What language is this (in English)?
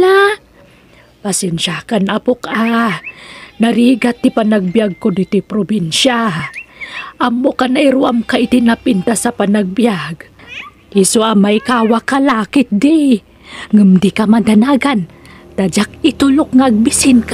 Iloko